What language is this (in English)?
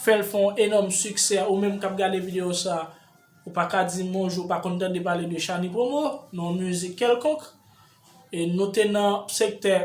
Haitian Creole